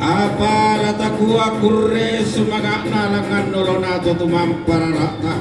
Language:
Toraja-Sa'dan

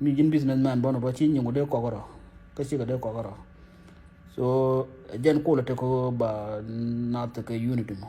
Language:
Nuer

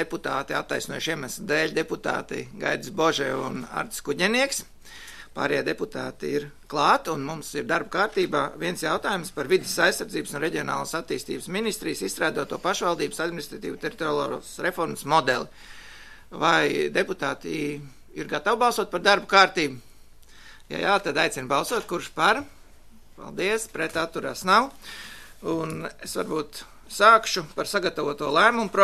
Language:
Latvian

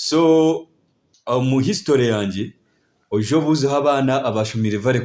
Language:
Nyankole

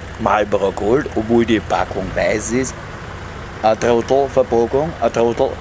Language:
Bavarian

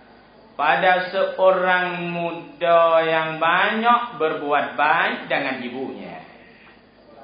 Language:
Thai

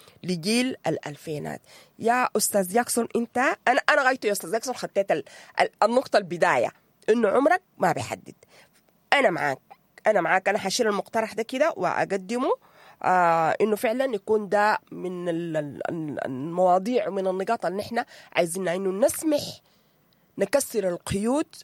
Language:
Sudanese Arabic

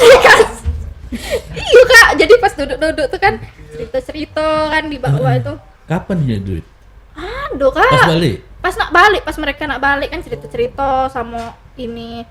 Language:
Musi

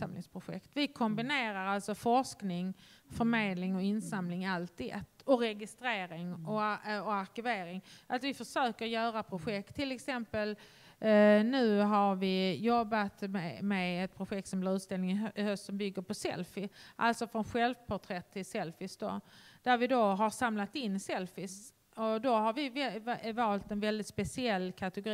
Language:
Swedish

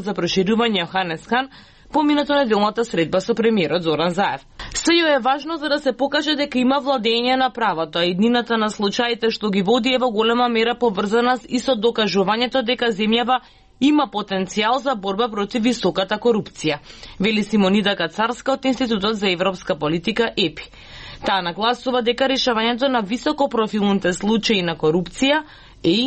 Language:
Macedonian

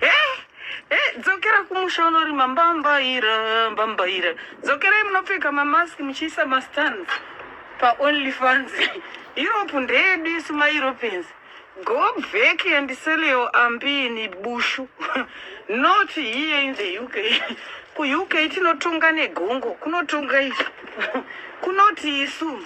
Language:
Shona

